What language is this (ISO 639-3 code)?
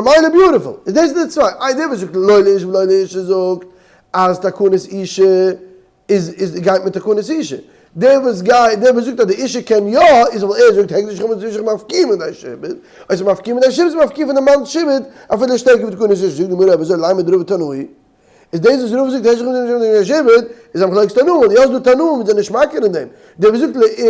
yid